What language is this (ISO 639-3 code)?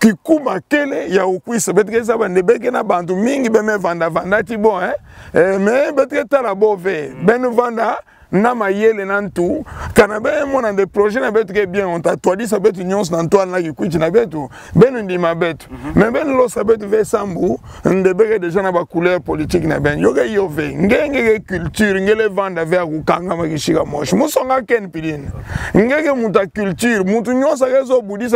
ktu